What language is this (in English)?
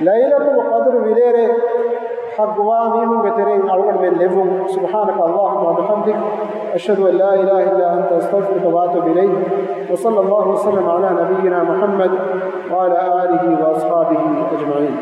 Divehi